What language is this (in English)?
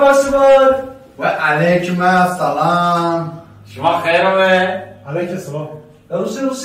Zaza